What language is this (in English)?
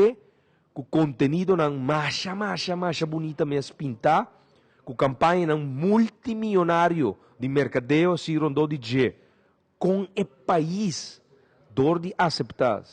Papiamento